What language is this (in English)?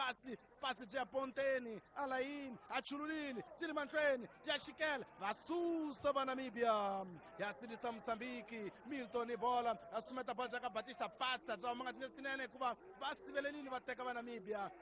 Tsonga